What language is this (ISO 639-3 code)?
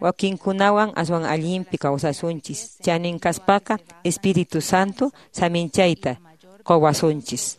que